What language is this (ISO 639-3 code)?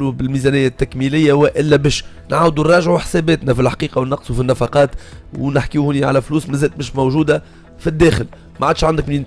aeb